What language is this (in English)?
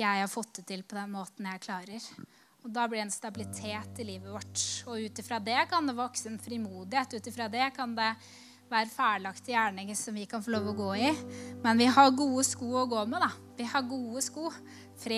Norwegian